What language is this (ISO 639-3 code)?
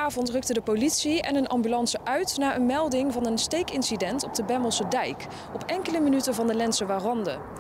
nld